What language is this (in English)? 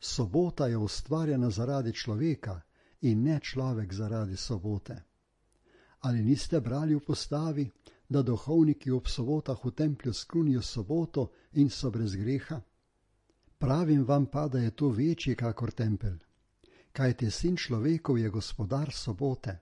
Slovenian